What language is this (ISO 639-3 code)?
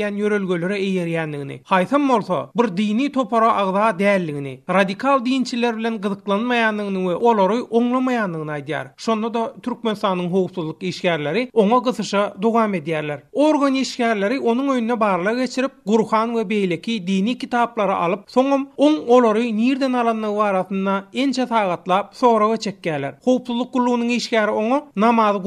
tuk